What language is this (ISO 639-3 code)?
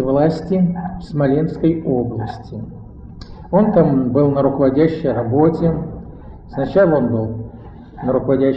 rus